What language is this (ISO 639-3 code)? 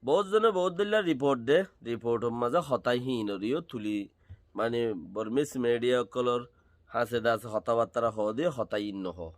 rhg